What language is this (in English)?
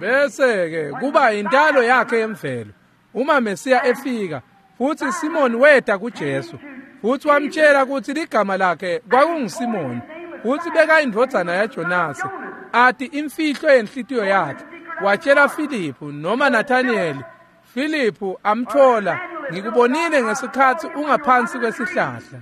Swati